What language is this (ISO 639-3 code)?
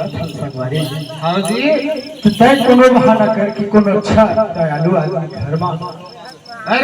hne